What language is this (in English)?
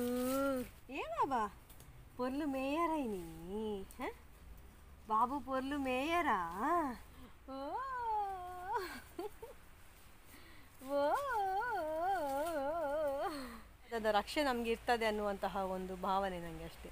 Kannada